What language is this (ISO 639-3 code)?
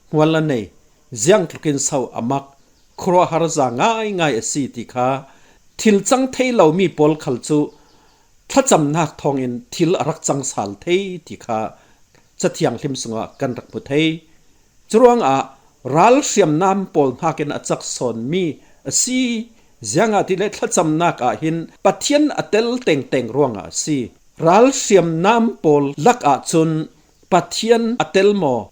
cfm